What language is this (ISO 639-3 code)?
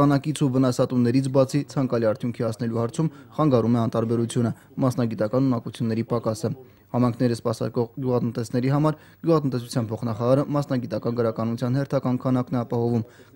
hye